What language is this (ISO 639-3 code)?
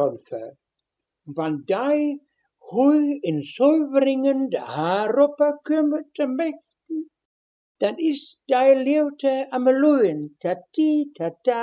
wep